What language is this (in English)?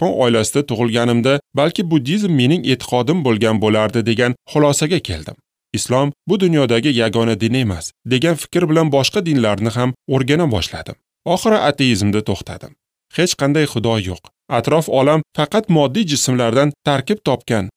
Uzbek